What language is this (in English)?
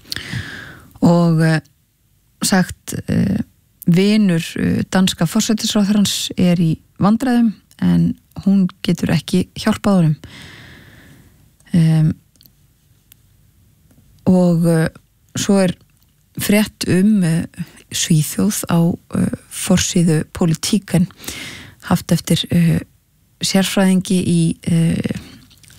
Icelandic